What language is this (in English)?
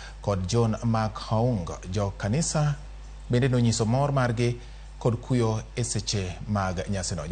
Luo (Kenya and Tanzania)